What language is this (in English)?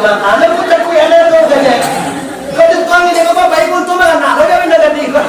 Minangkabau